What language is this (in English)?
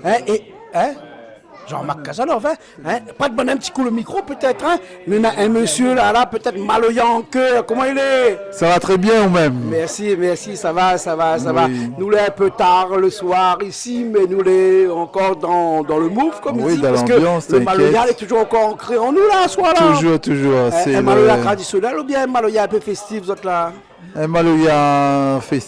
Réunion Creole French